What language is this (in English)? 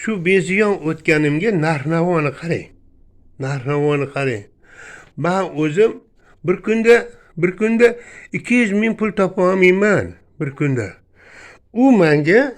Uzbek